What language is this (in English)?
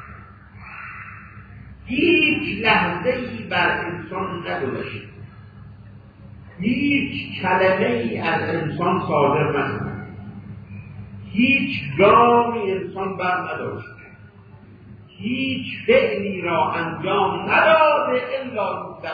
Persian